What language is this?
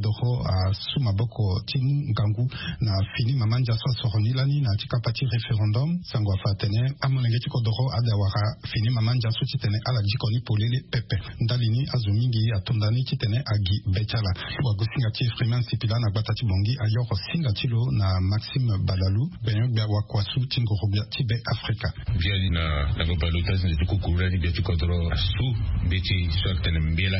Sango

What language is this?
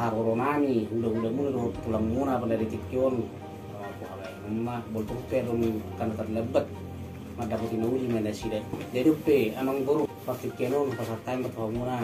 Batak Toba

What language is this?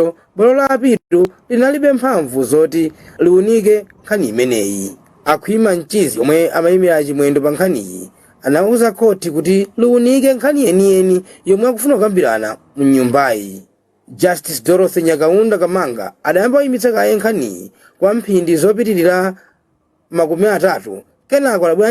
Nyanja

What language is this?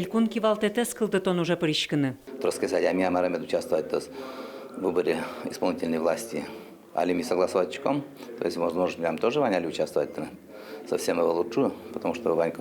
Udmurt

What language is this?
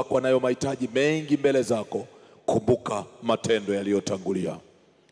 Swahili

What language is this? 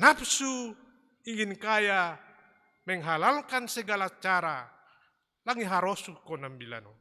Batak Simalungun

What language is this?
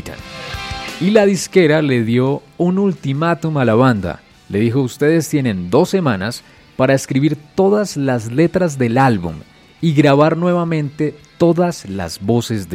Spanish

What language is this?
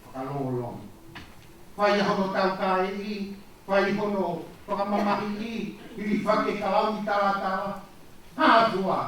Tongan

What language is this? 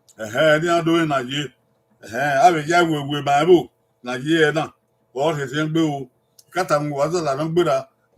Bini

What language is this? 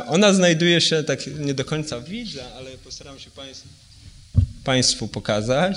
Polish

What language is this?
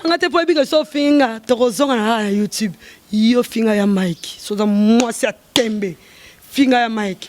Lingala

